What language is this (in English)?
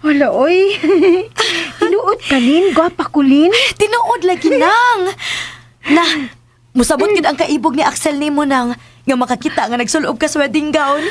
Cebuano